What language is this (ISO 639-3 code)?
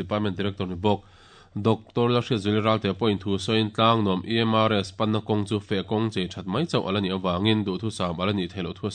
lus